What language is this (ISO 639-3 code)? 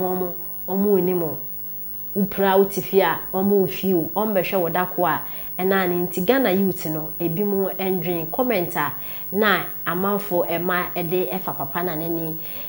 aka